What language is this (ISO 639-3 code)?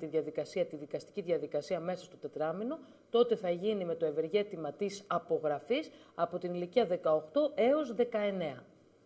ell